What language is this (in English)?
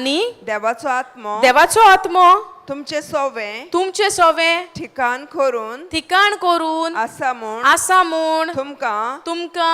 Konkani